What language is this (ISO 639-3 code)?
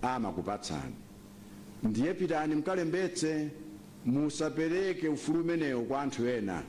nya